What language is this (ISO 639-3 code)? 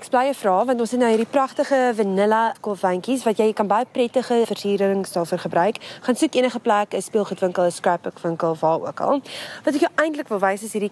afr